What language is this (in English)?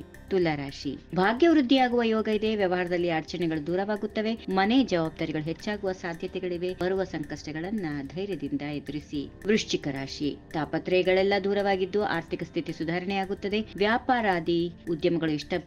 Kannada